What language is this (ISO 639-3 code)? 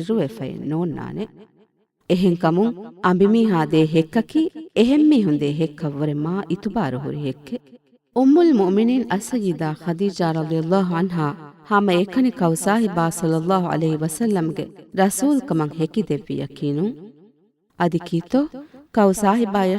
div